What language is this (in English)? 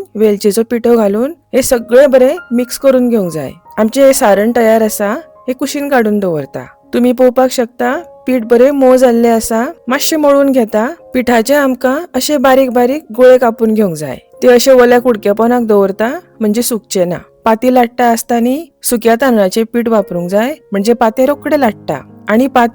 Konkani